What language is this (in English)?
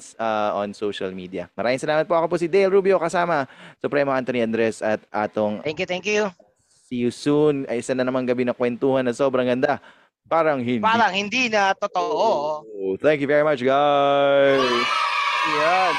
Filipino